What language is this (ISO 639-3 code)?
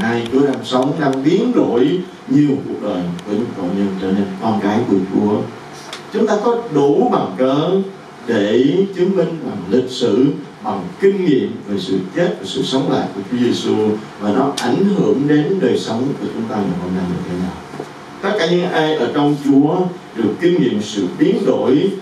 vie